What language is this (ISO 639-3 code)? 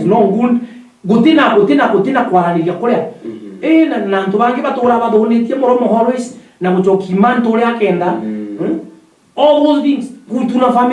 mer